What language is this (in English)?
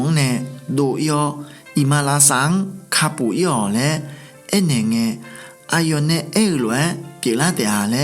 Akha